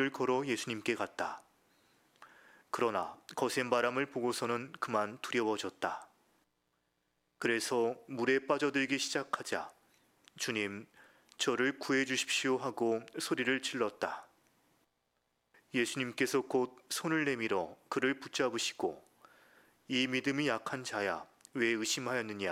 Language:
Korean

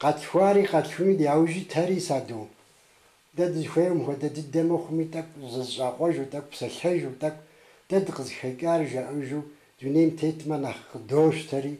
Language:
Kabardian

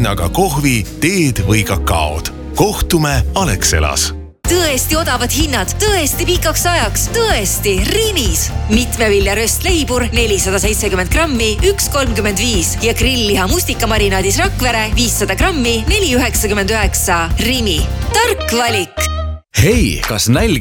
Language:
Estonian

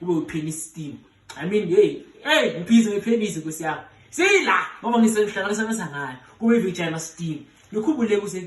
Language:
Zulu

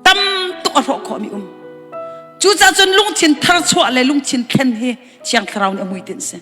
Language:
Hakha Chin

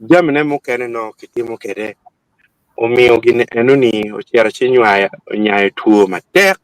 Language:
Acoli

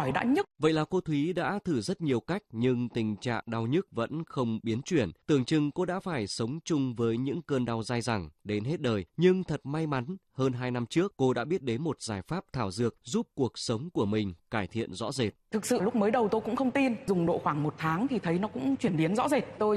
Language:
Vietnamese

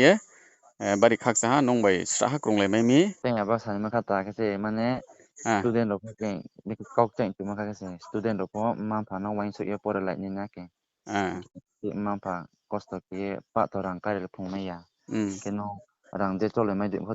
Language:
Riang (India)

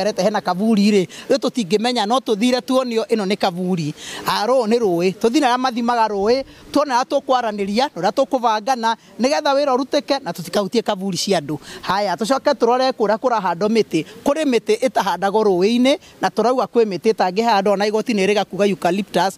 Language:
Kikuyu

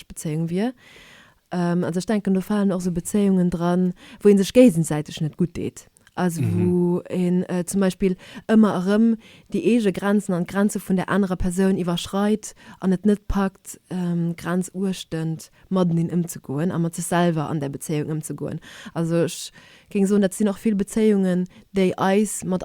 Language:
Luxembourgish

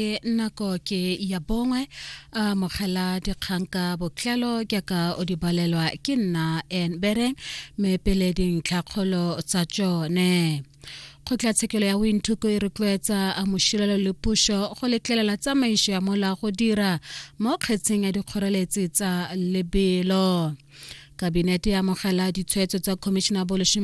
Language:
Tswana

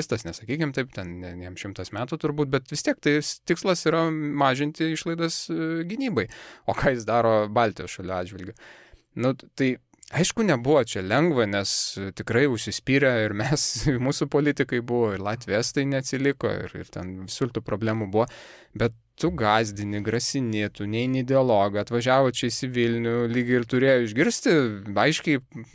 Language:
Lithuanian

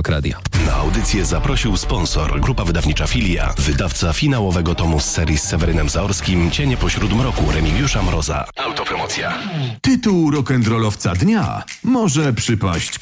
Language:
Polish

